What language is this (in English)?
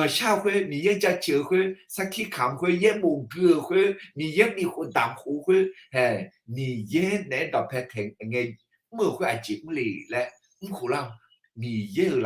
Akha